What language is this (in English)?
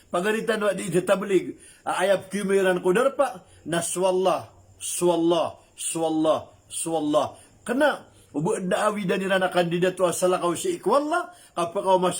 Maranao